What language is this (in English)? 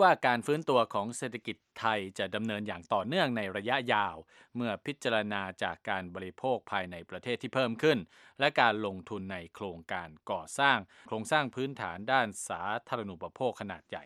Thai